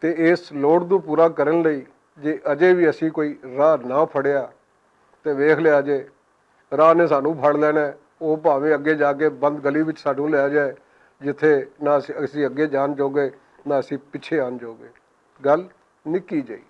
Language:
Western Panjabi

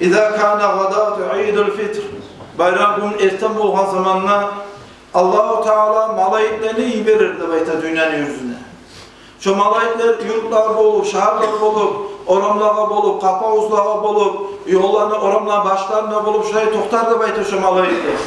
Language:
Kumyk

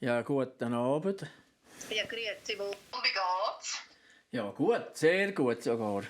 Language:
Swiss German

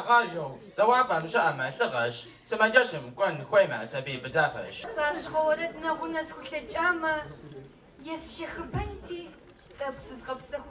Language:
Kabardian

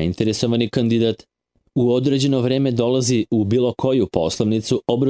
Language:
Serbian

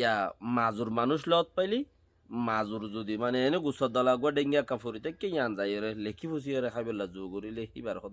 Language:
Rohingya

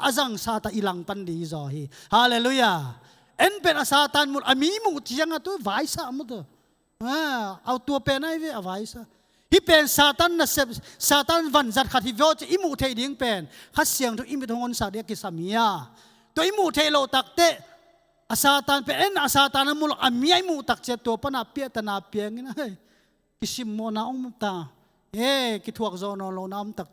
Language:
Tedim Chin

